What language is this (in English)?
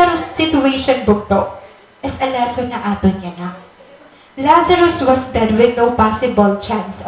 Waray